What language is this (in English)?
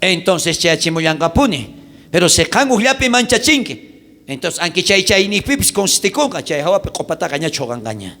South Bolivian Quechua